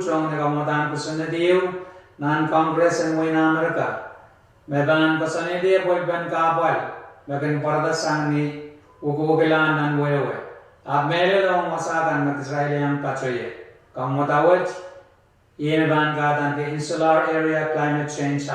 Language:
Pohnpeian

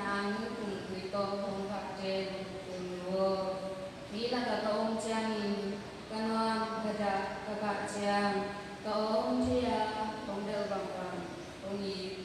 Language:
Tedim Chin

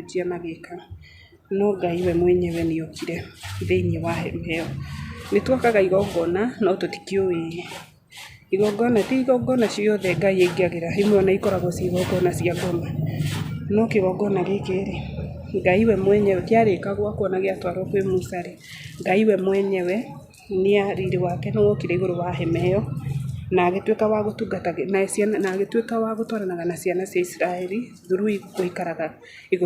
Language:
Kikuyu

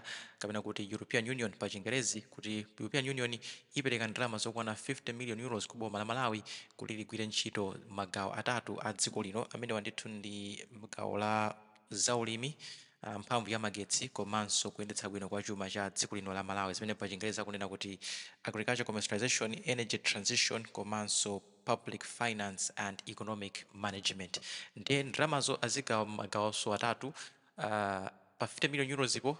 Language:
Nyanja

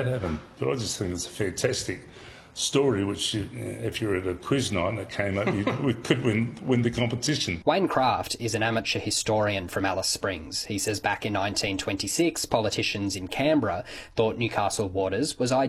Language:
English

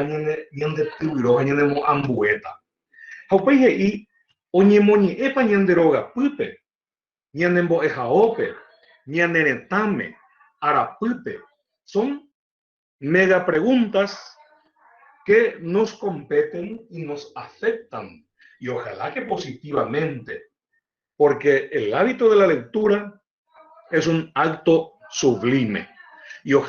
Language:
Guarani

